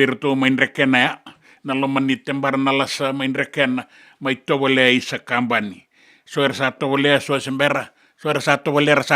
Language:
Fijian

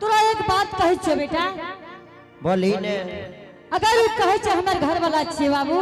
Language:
Angika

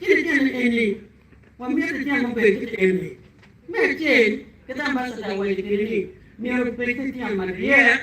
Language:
Acoli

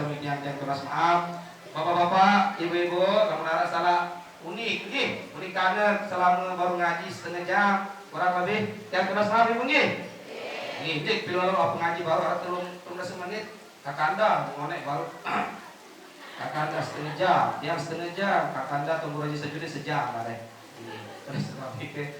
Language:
Sasak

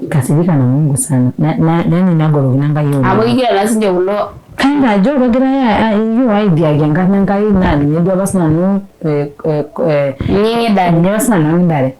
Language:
Masai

